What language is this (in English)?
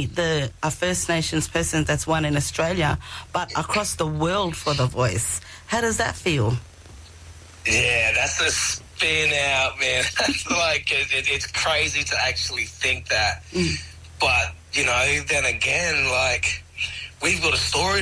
English